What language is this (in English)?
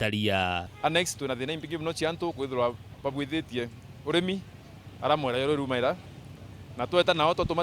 Meru